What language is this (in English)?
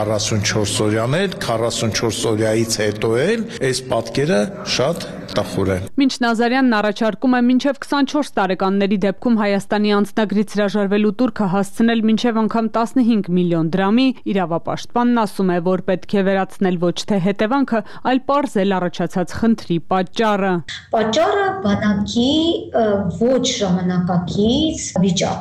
Armenian